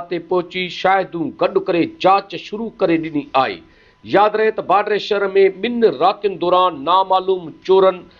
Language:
Sindhi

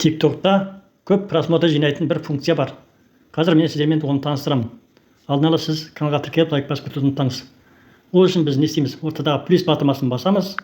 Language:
Kazakh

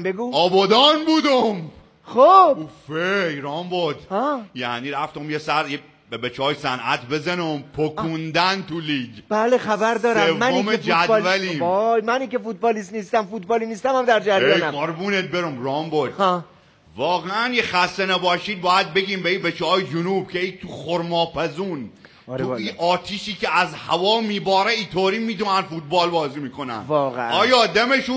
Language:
Persian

